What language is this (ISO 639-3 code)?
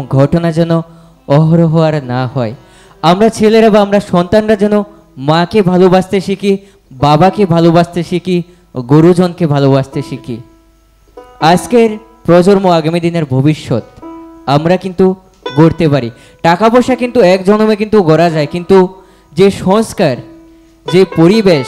ben